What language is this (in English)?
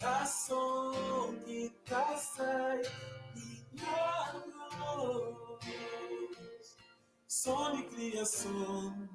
Kabuverdianu